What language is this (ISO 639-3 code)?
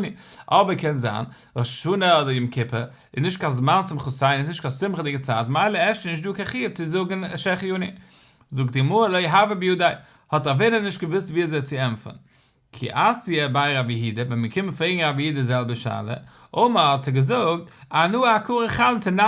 yid